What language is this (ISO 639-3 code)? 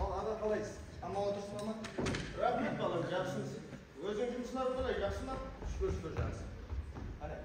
kaa